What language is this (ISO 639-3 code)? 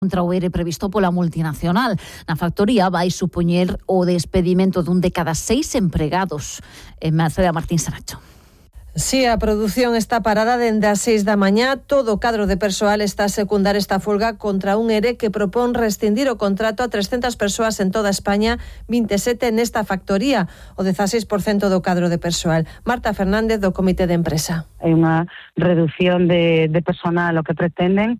glg